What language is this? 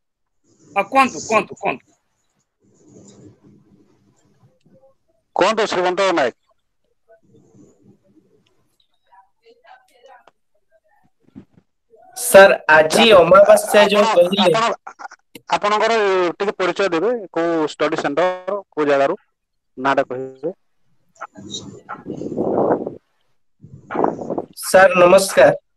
Odia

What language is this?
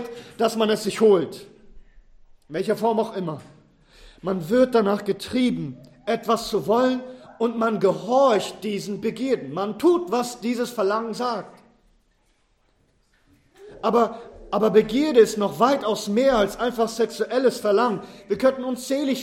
German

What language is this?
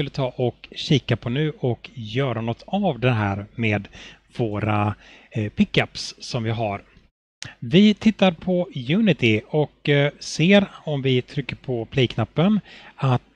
Swedish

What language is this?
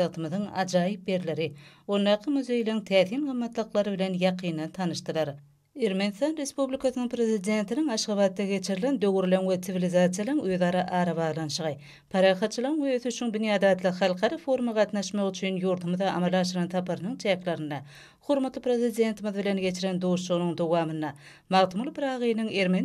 Turkmen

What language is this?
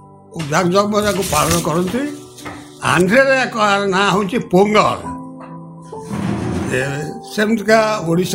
Odia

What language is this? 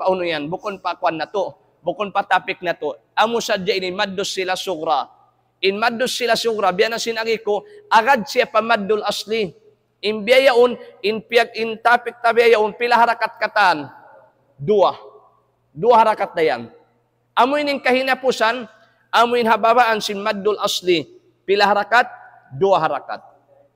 Tausug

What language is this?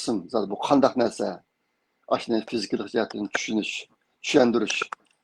Uyghur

